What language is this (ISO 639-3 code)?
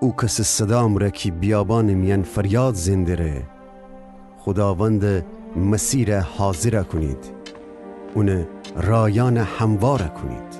glk